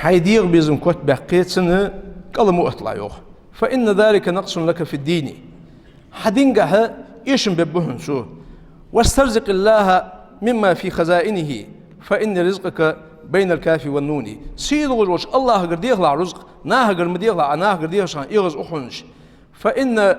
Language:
Ingush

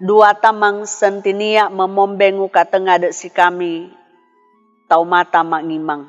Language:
Sangir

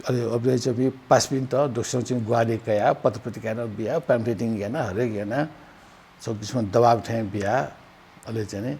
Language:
Newari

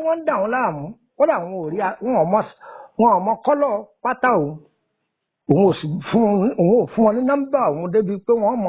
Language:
Yoruba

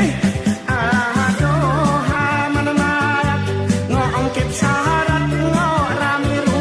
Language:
Gayo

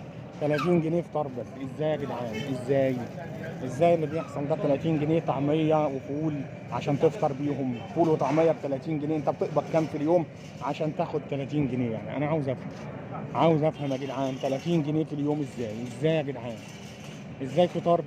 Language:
Egyptian Arabic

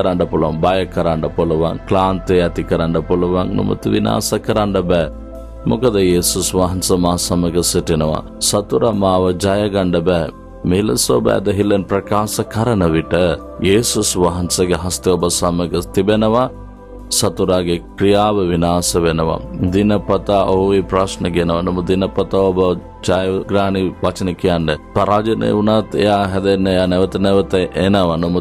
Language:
Sinhala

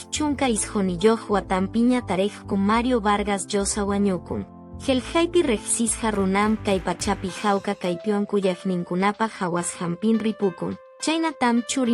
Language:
Quechua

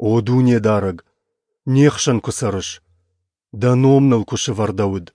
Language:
Ossetic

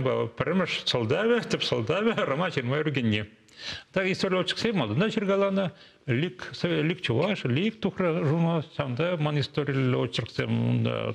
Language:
Chuvash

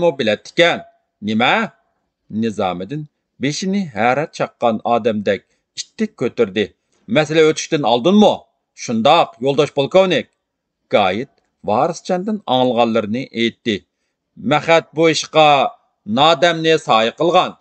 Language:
Uyghur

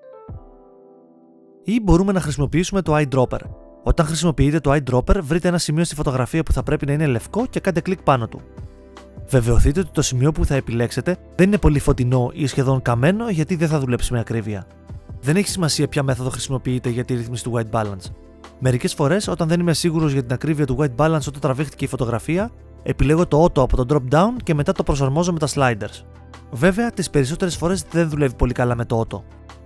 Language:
Greek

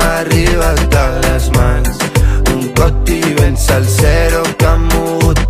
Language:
Catalan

